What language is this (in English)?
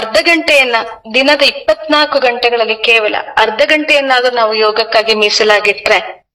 Kannada